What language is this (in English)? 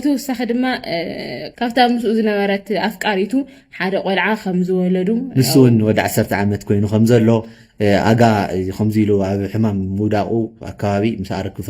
Tigrinya